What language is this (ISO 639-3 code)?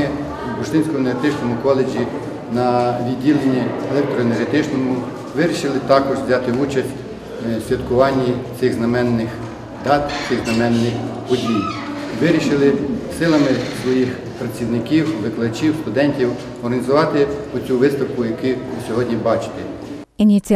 ukr